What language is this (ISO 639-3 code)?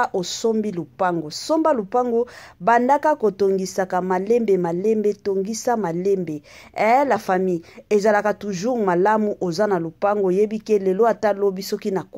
lin